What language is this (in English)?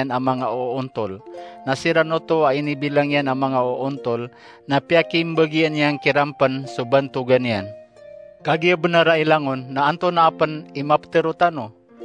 Maranao